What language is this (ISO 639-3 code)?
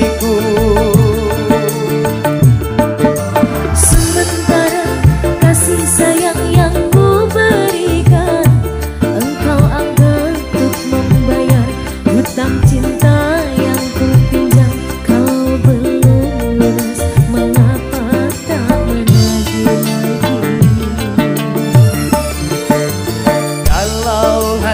ind